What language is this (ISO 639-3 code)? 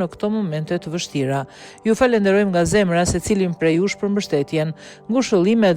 sqi